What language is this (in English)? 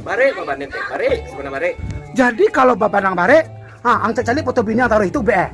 Minangkabau